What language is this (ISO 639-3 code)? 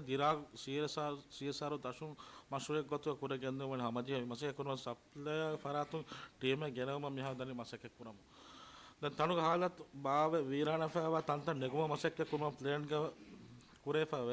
div